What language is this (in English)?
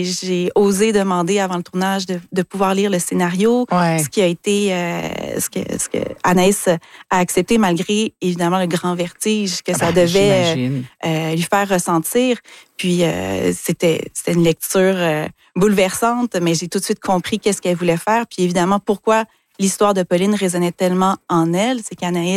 French